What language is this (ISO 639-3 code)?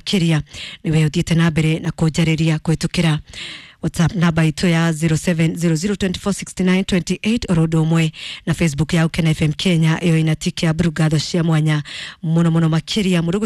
kik